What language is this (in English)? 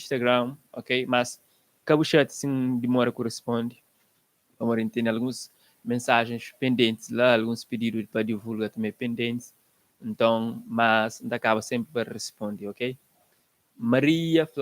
Kabuverdianu